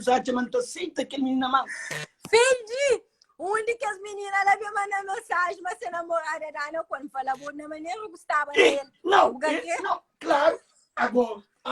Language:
Kabuverdianu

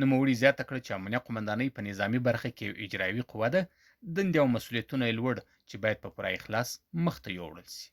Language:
Pashto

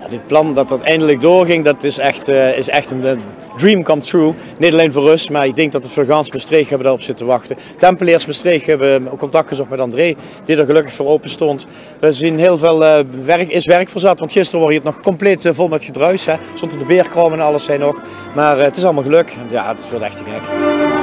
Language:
Limburgish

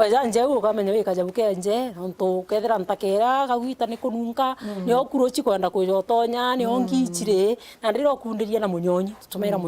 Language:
Meru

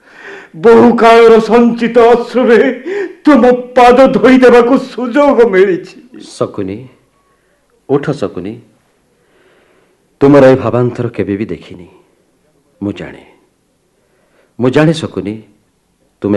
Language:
Odia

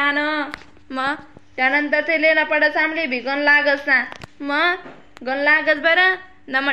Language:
Khandesi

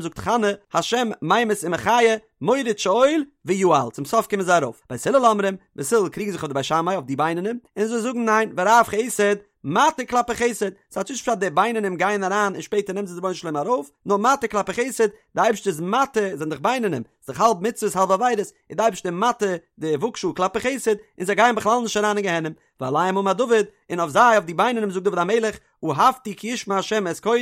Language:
Yiddish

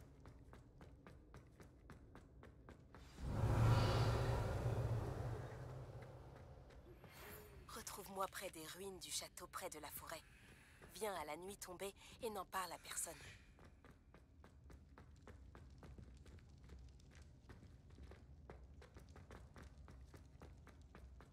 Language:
French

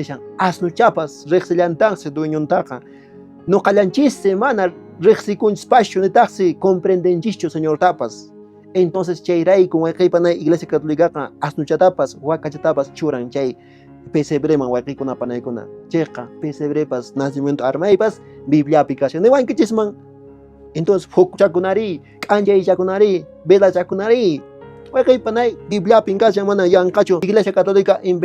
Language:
Quechua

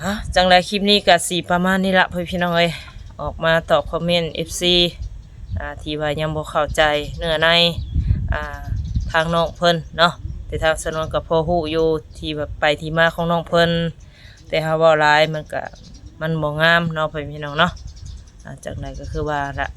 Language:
Northeastern Thai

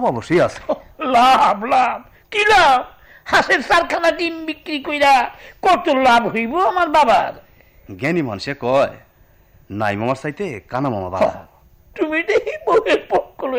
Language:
Bangla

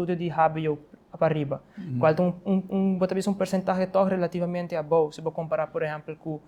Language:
Papiamento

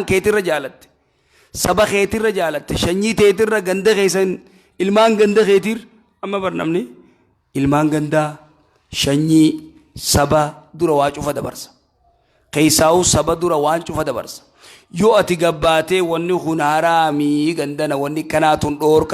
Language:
Oromo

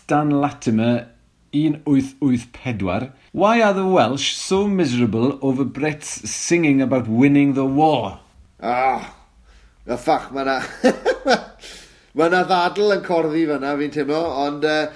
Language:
Welsh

